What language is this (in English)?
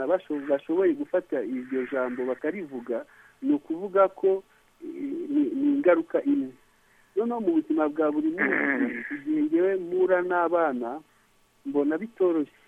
Kinyarwanda